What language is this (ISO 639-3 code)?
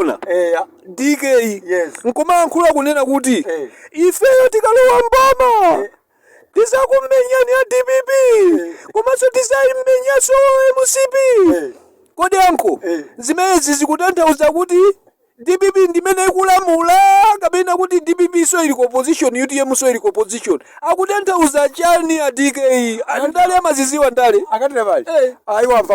nya